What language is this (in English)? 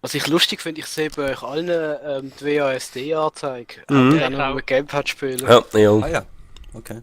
Swiss German